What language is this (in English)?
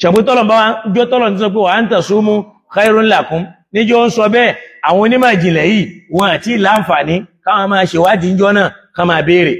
Yoruba